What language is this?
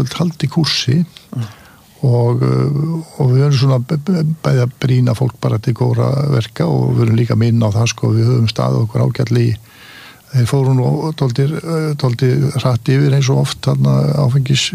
Icelandic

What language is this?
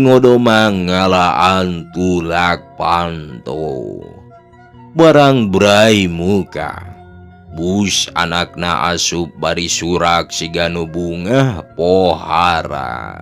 Sundanese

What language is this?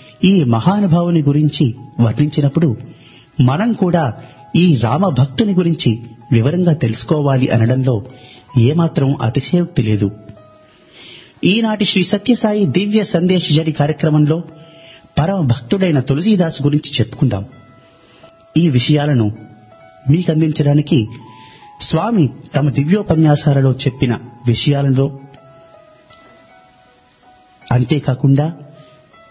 Telugu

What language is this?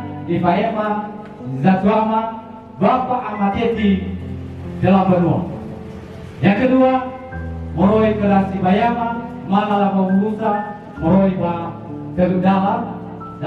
Nias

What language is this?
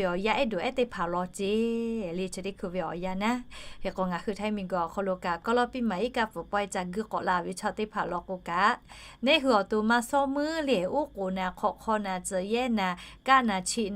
Lahu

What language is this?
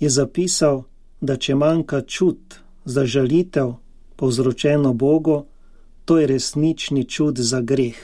Slovenian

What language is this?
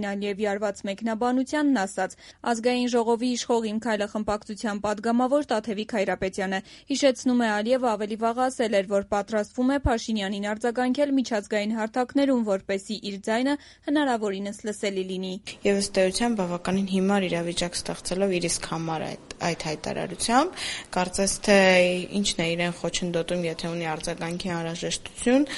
Armenian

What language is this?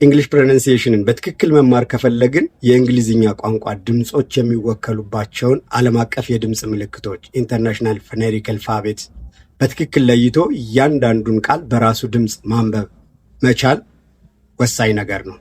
Amharic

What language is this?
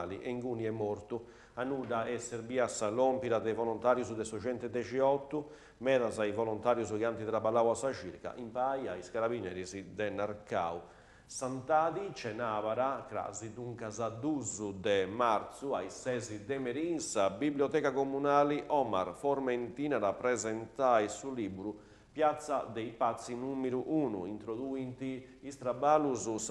Sardinian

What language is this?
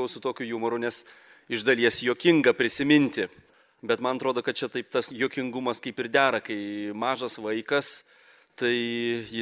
Lithuanian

